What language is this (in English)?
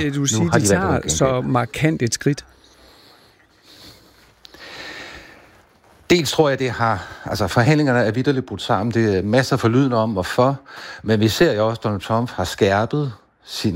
Danish